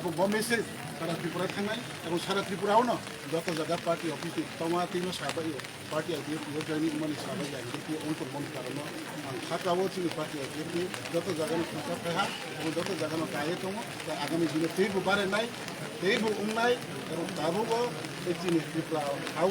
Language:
Kok Borok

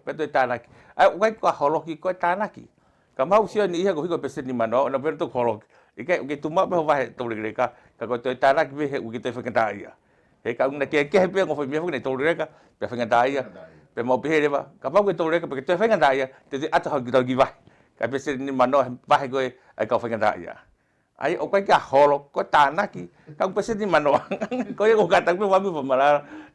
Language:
Tongan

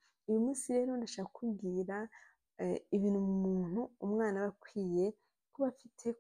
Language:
Kinyarwanda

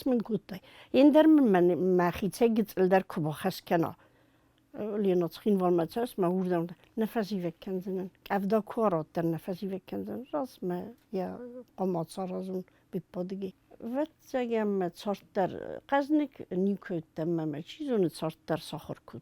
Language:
Ossetic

